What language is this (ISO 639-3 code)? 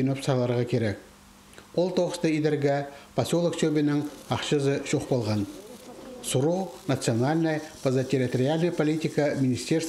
kjh